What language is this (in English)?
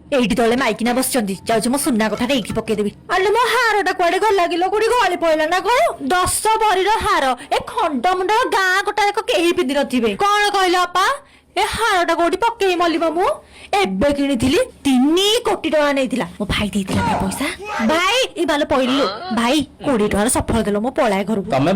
Odia